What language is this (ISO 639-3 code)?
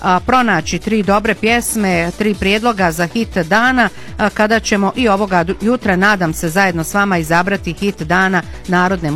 bos